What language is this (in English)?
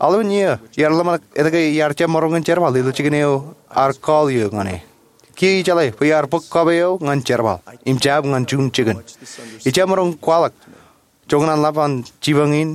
Marshallese